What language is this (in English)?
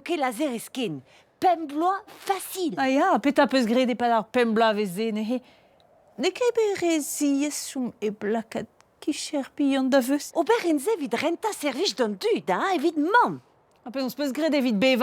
Breton